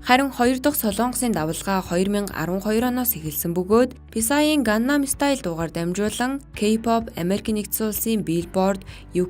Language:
Mongolian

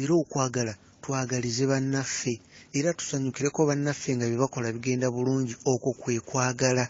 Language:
Ganda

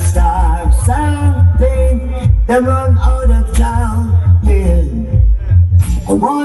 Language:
Jamaican Creole English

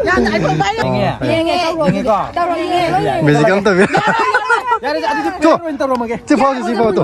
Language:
Manipuri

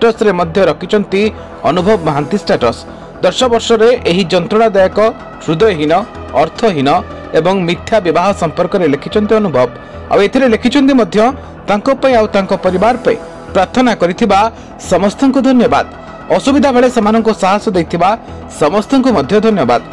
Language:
Odia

